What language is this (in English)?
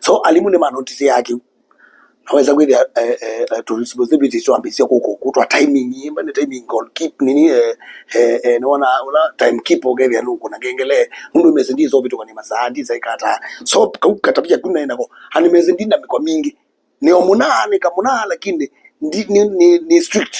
Kamba